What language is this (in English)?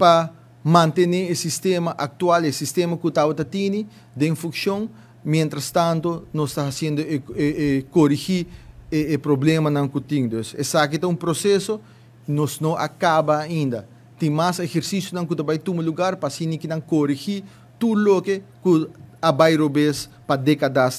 Papiamento